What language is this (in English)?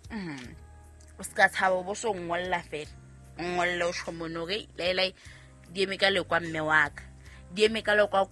Southern Sotho